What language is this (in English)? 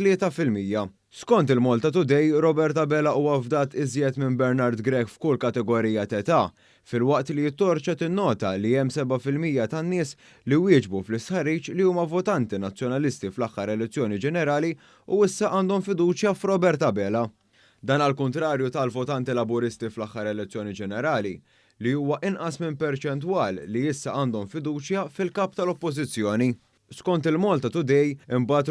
Maltese